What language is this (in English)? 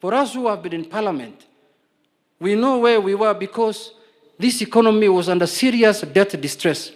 Gusii